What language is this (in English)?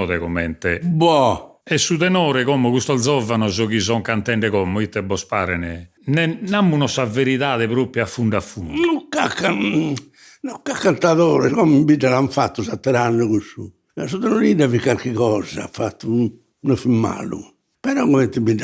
Sardinian